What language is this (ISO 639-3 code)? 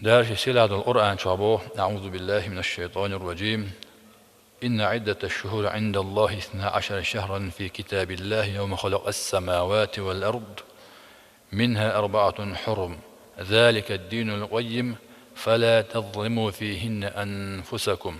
che